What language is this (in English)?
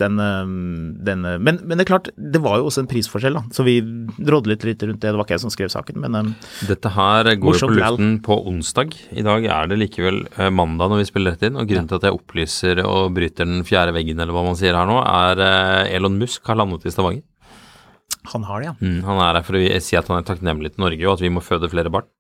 Norwegian